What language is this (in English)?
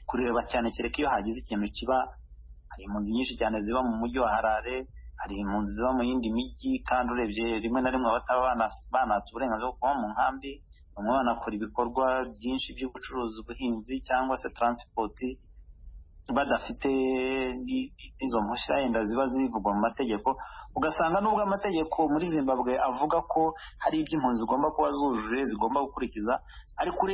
Kinyarwanda